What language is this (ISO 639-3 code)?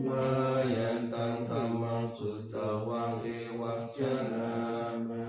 pli